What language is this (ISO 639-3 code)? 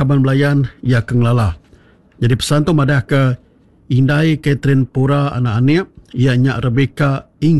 iba